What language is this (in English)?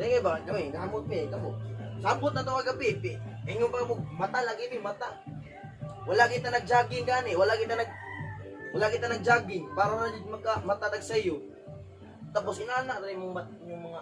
Cebuano